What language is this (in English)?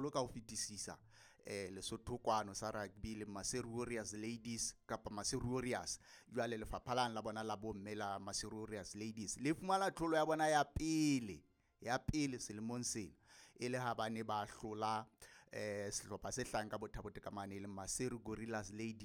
Southern Sotho